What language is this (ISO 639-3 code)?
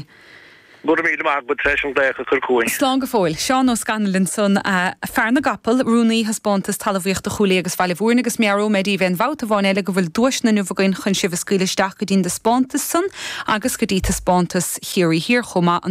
gle